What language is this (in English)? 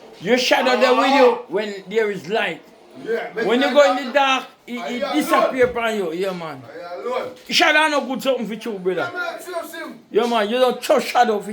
Jamaican Creole English